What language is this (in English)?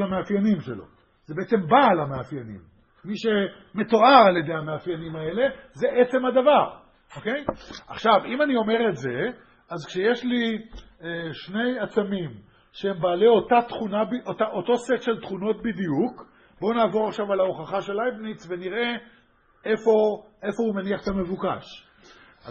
Hebrew